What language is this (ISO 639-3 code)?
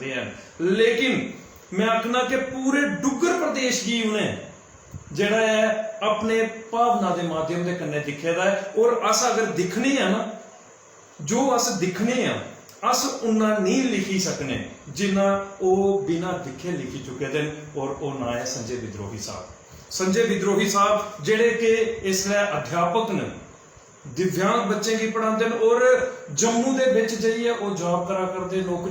doi